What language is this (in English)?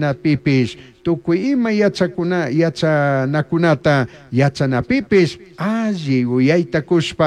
Chimborazo Highland Quichua